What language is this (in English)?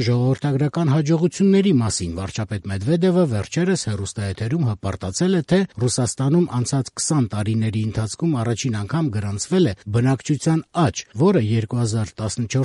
Armenian